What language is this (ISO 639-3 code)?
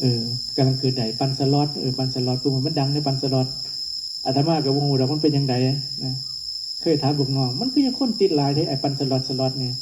tts